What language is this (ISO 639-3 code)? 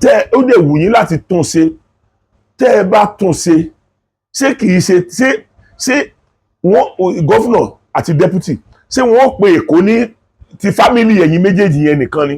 yor